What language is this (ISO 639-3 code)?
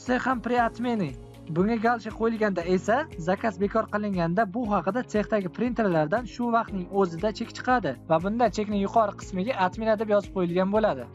uzb